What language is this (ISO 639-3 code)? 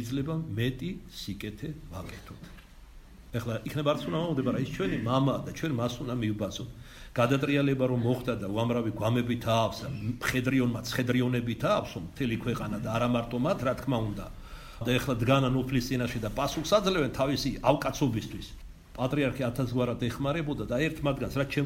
kat